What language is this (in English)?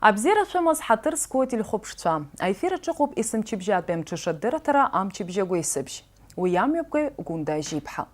Abkhazian